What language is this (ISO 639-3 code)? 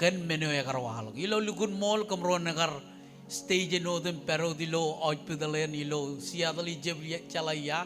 mah